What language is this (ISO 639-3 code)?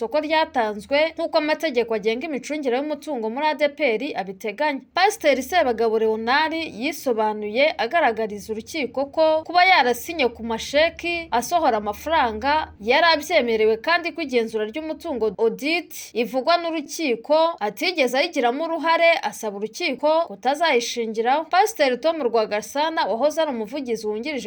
kin